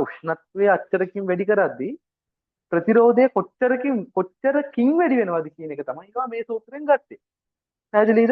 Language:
Sinhala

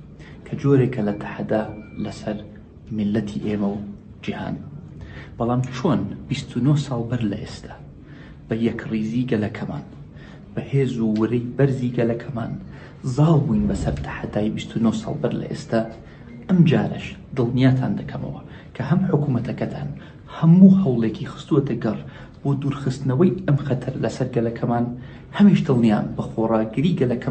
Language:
Central Kurdish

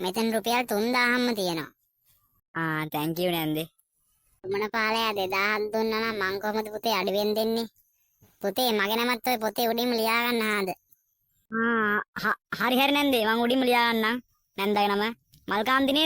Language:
Sinhala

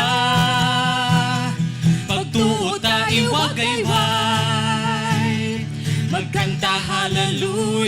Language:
Hiligaynon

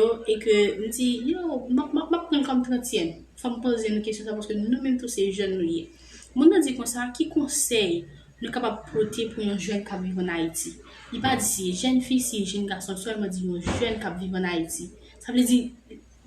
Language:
Haitian Creole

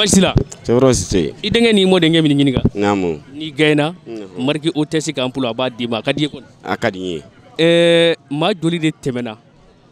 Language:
Bambara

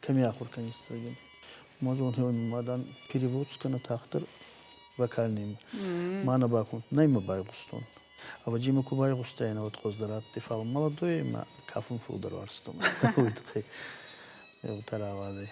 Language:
Ossetic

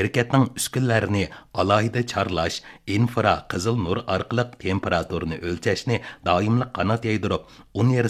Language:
Uyghur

